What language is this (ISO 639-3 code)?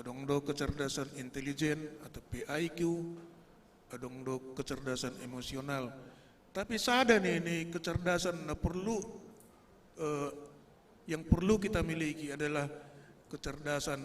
bts